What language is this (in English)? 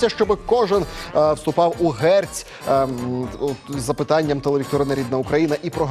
Ukrainian